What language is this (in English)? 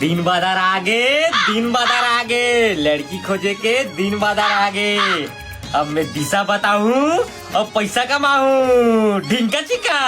Chhattisgarhi